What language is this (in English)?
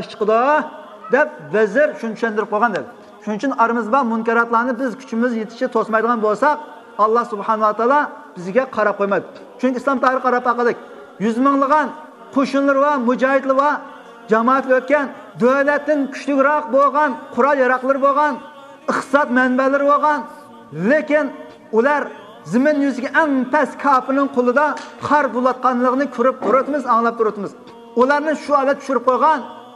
Uyghur